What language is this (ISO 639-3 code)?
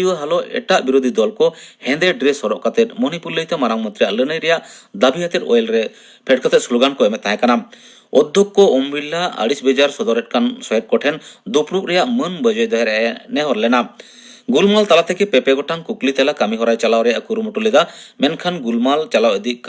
sat